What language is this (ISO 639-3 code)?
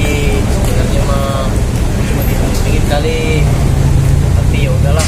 bew